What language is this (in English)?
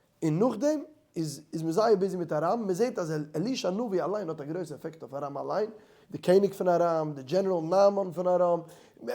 Yiddish